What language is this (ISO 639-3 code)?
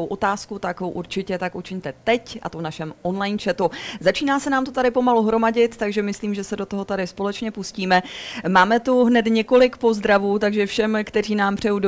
ces